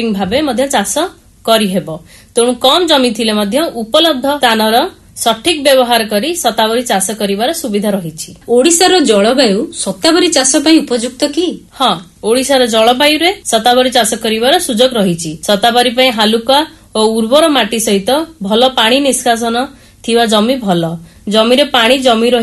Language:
Odia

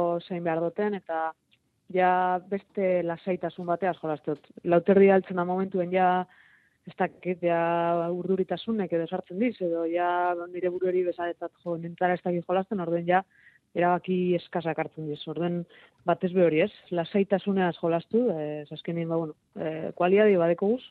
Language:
Basque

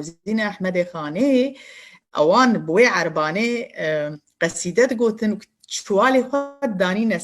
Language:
Kurdish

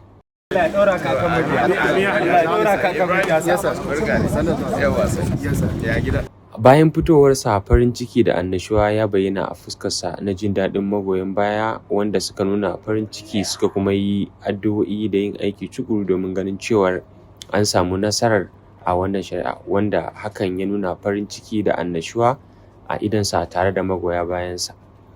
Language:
Hausa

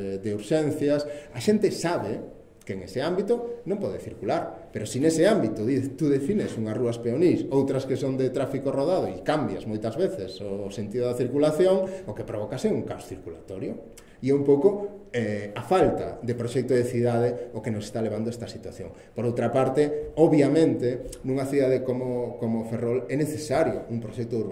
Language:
Galician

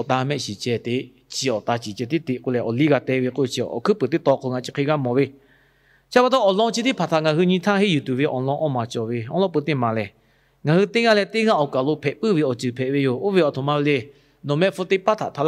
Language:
Lahu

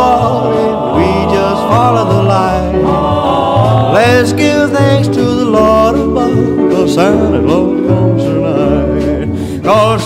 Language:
English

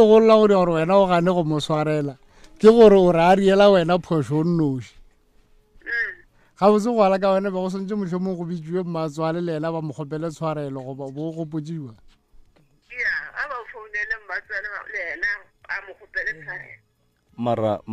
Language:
Northern Sotho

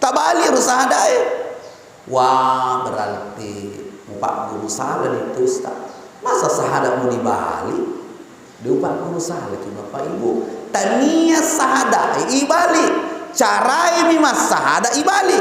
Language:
Buginese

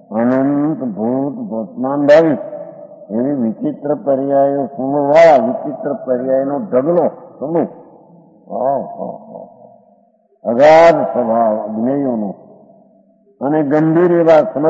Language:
Gujarati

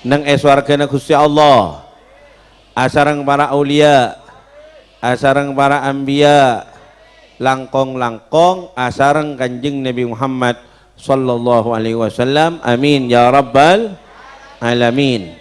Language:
Madurese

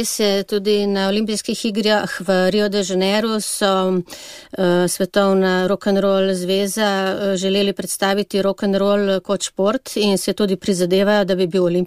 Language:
Slovenian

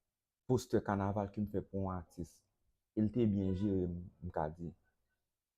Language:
Haitian Creole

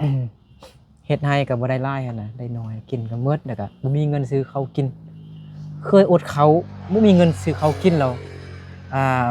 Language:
Lao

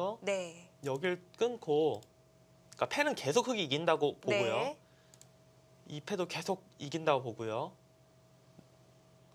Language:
Korean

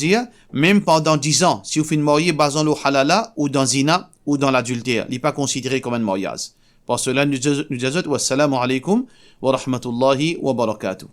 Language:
Morisyen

